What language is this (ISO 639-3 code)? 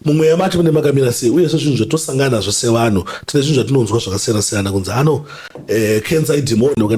sna